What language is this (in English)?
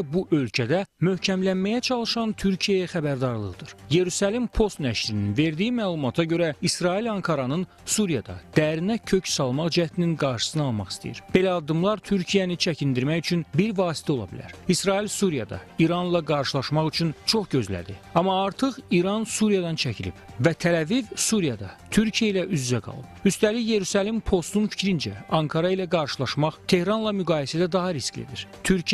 Azerbaijani